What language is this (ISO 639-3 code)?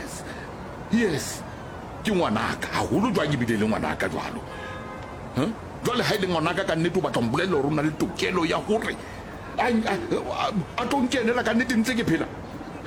sot